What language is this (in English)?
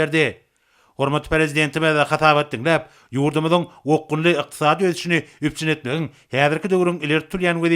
Turkmen